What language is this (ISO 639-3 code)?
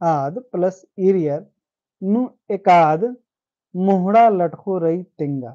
kru